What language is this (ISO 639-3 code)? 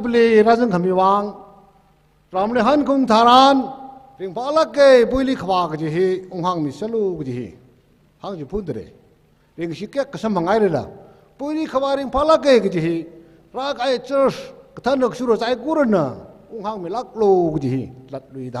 nmf